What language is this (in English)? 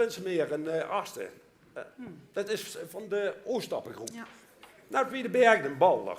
Limburgish